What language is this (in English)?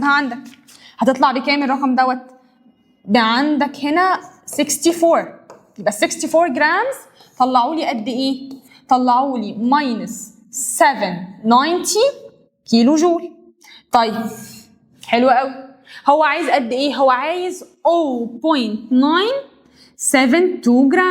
Egyptian Arabic